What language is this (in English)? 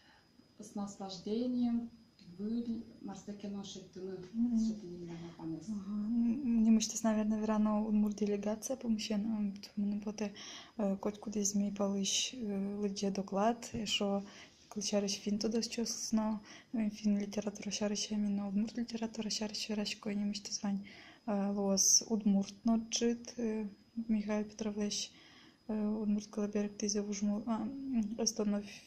Udmurt